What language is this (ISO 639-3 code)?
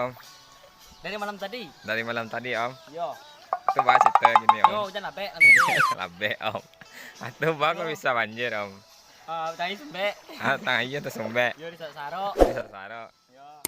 min